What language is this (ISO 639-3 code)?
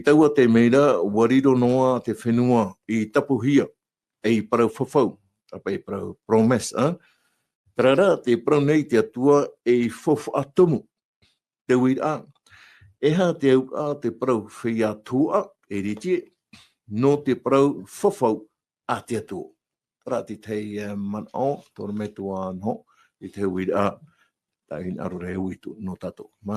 tah